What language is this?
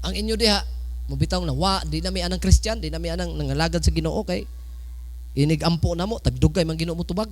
Cebuano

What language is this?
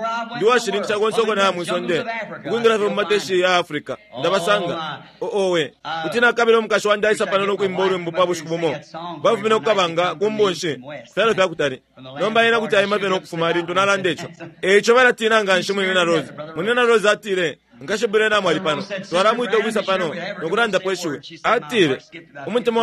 Bemba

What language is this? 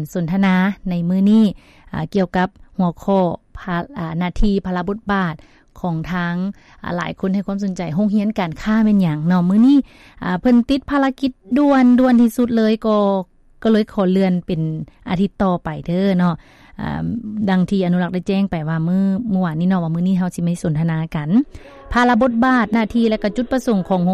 Lao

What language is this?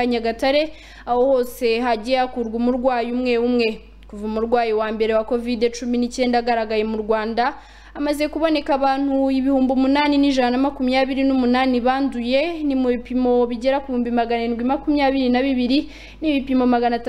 Kinyarwanda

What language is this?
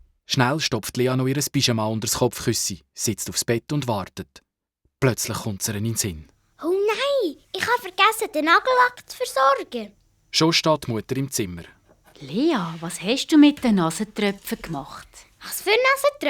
Swiss German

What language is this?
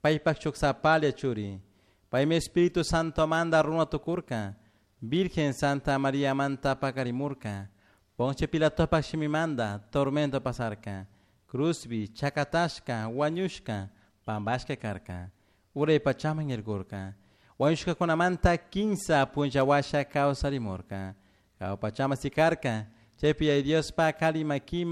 Chimborazo Highland Quichua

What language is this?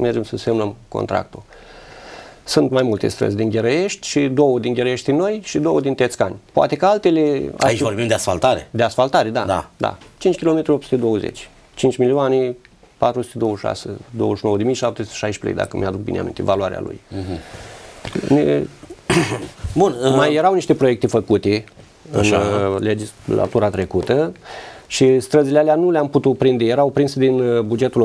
Romanian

